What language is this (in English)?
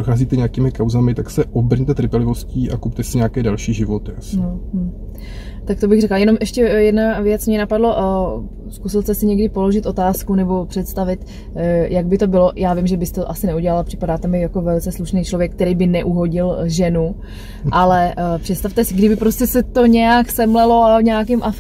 Czech